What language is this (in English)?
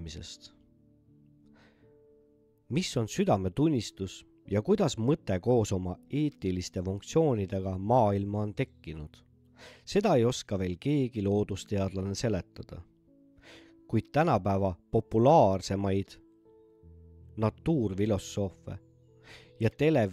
Estonian